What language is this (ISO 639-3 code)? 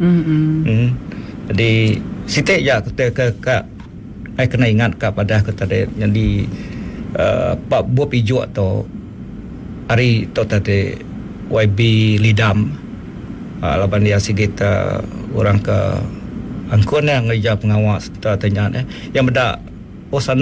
msa